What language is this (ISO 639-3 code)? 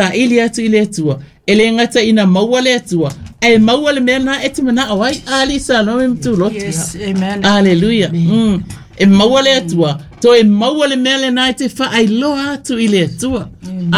smo